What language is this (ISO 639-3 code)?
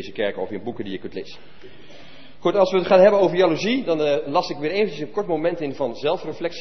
nld